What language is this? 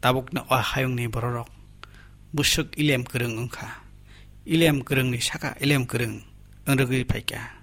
Kok Borok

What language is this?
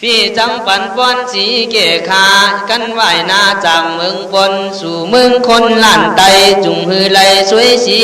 Khün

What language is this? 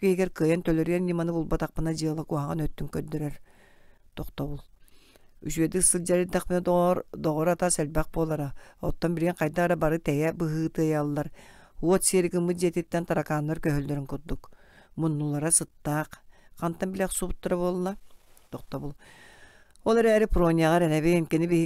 Yakut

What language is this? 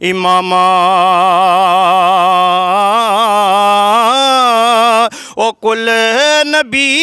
Pahari-Potwari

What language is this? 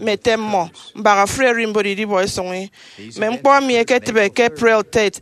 Efik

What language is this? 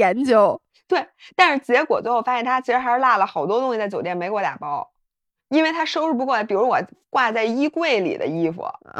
Chinese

